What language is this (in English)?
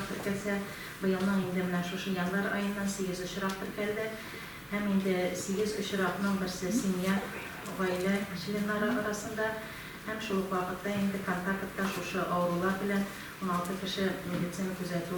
Tatar